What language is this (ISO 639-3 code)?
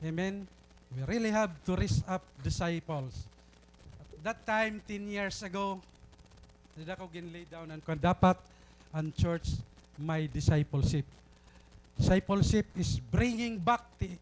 war